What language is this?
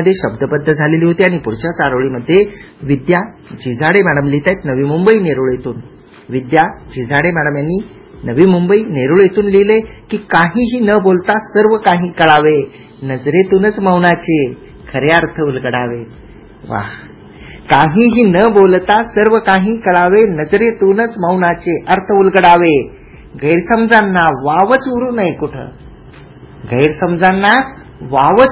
Marathi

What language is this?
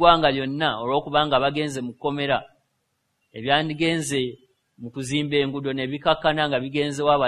Ganda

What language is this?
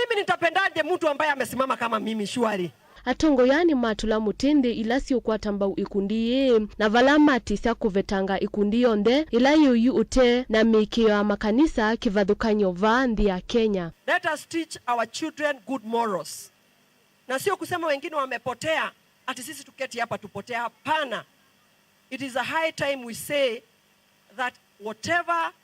Kamba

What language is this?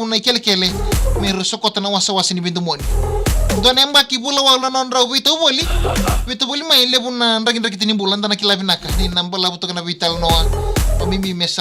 Fijian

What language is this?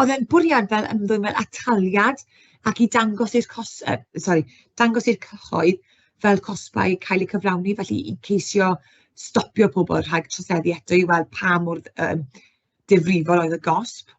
Welsh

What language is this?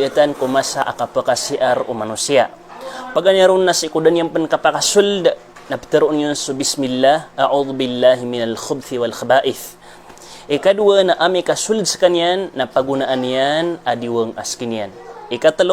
Maranao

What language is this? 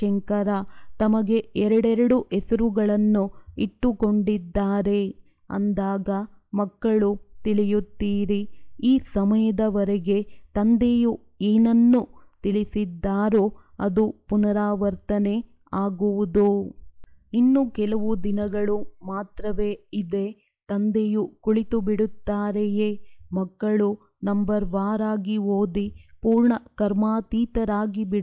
Kannada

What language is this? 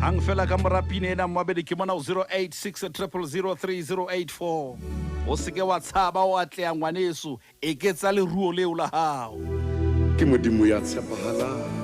Southern Sotho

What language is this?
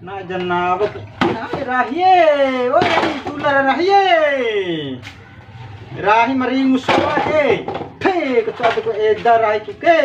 Bima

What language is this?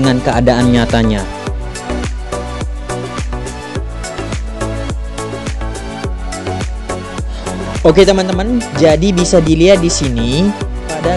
Indonesian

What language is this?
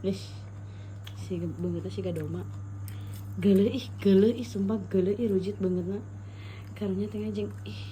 Sundanese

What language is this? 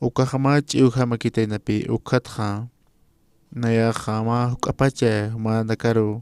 Aymara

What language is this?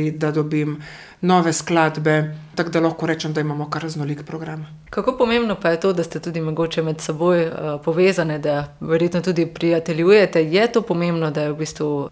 Slovenian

